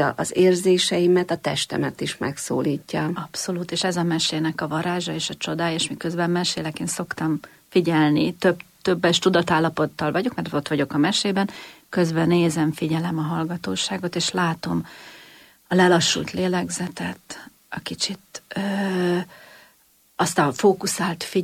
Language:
Hungarian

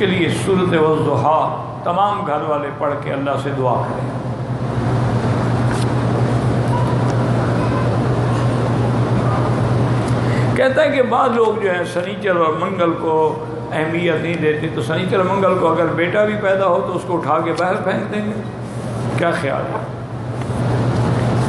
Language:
Urdu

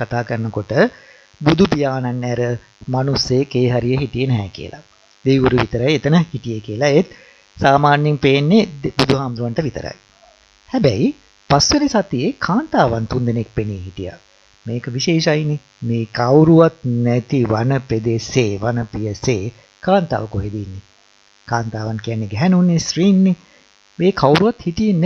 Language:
Sinhala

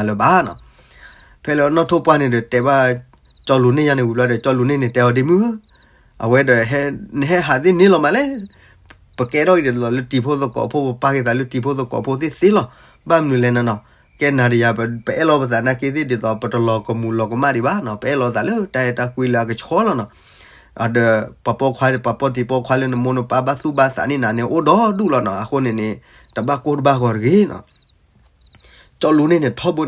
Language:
S'gaw Karen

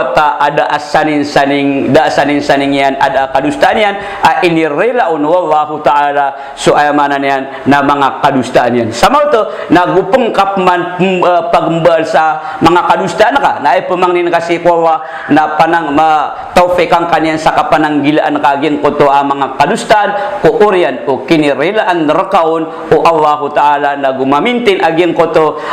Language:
Maranao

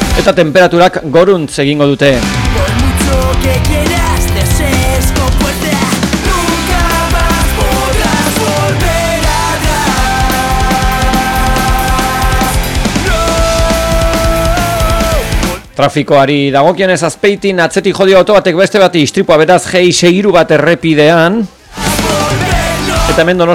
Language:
Basque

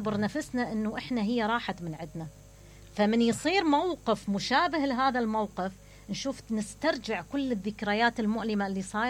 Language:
Mesopotamian Arabic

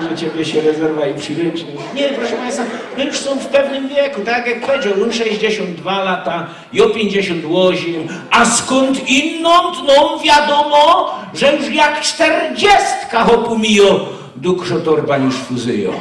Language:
Silesian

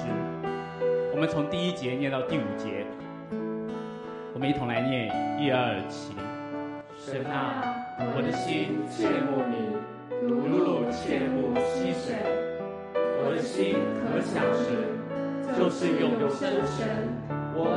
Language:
Chinese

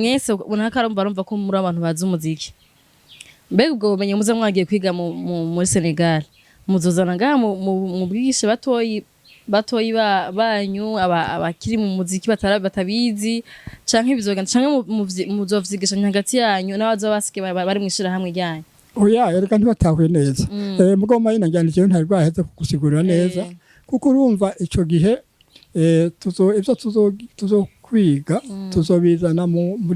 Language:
Rundi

